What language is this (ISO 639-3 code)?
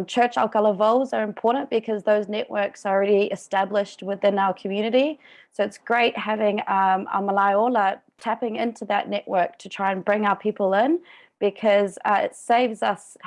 smo